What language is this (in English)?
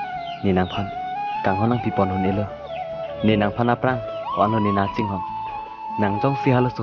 Karbi